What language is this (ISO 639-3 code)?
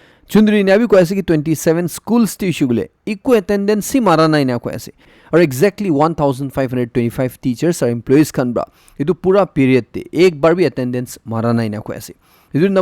nag